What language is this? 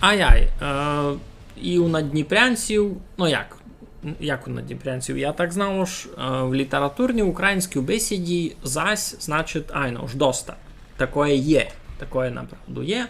Rusyn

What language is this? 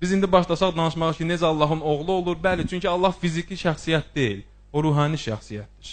Azerbaijani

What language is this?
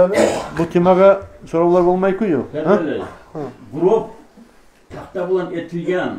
Kumyk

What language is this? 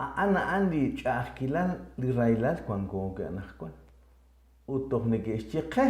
Kekchí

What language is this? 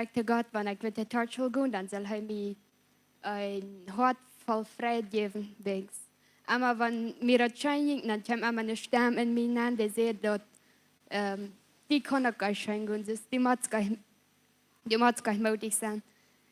Plautdietsch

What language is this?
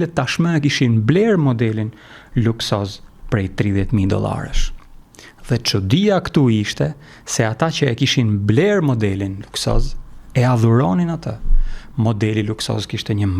Albanian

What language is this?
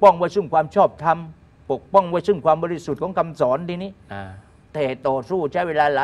Thai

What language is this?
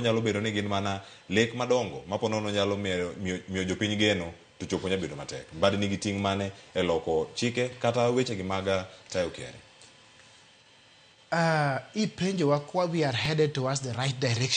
Luo (Kenya and Tanzania)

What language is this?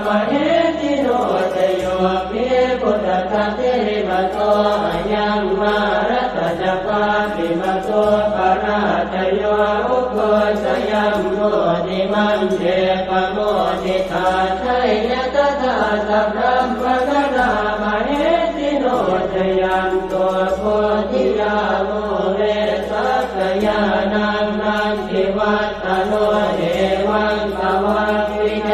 Pali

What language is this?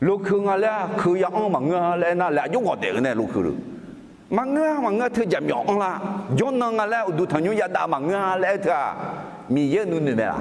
Akha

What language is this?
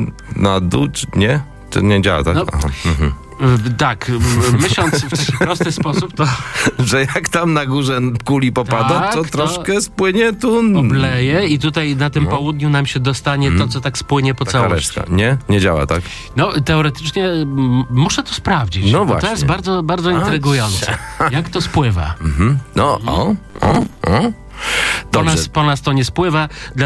Polish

